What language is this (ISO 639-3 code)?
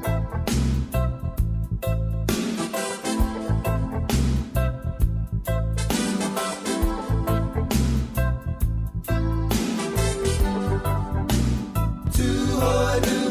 mri